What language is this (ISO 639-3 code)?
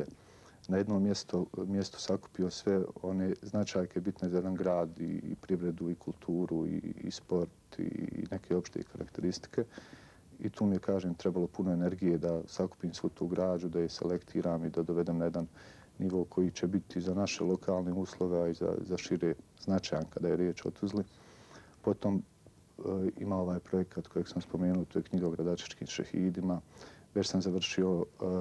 bos